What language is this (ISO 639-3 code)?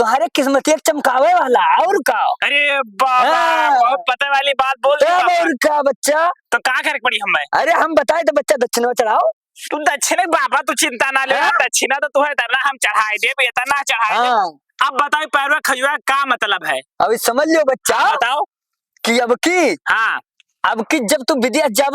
awa